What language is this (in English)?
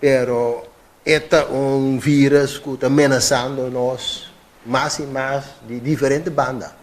Papiamento